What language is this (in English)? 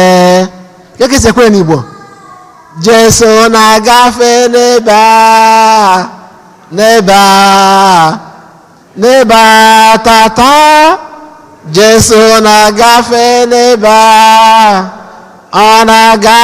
Igbo